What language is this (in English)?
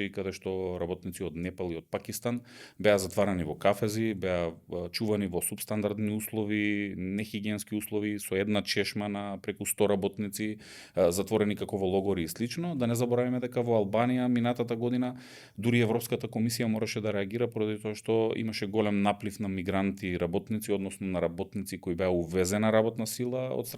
Macedonian